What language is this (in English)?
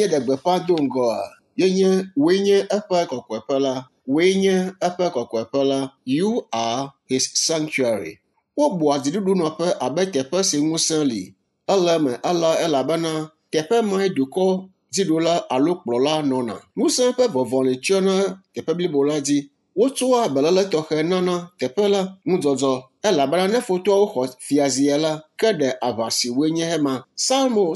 Ewe